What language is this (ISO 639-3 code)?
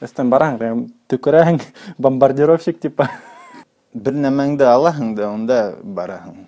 bak